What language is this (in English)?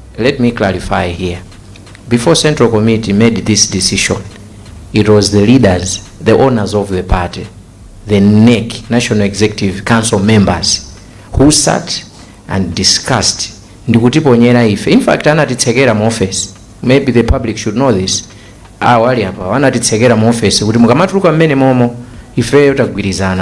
Nyanja